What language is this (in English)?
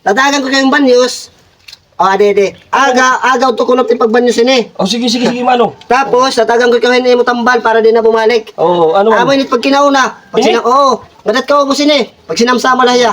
Waray